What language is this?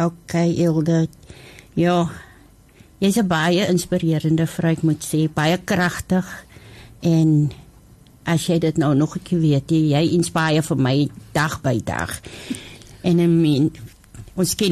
Afrikaans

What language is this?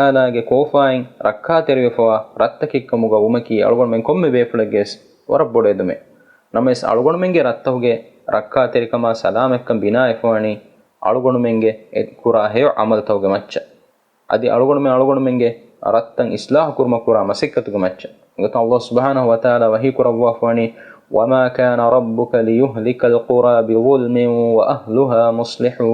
Divehi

